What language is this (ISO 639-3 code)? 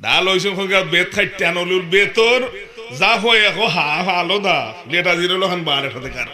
syl